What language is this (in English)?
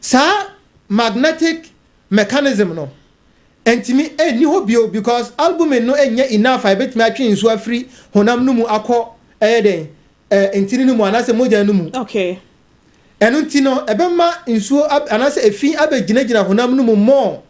Akan